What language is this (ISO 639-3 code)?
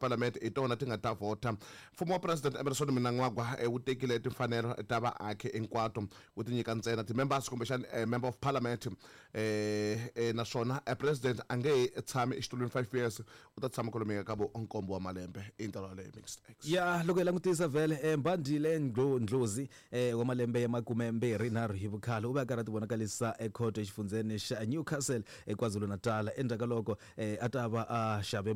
tso